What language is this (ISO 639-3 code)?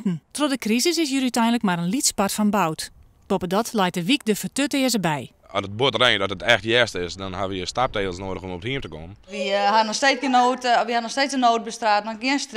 fry